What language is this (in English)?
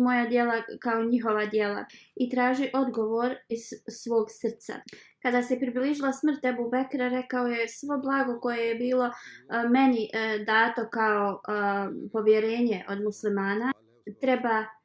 Bosnian